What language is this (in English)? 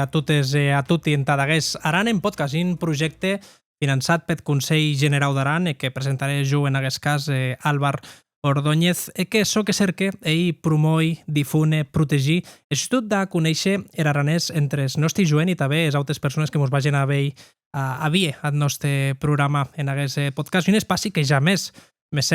Occitan